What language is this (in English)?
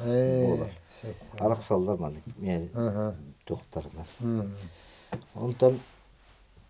Yakut